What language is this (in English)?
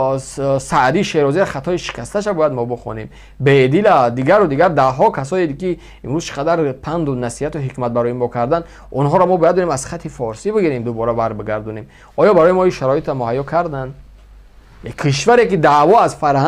Tajik